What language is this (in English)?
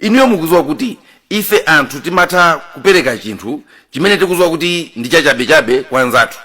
Nyanja